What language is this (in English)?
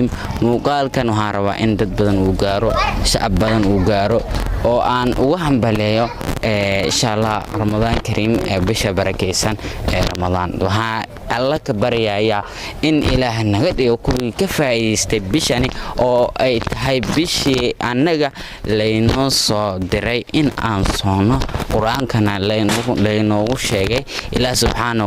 Somali